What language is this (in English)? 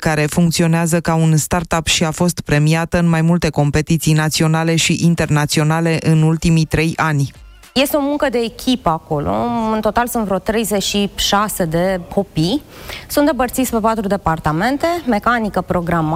Romanian